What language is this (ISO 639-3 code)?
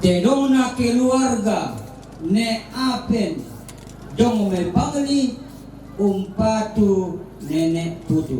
sda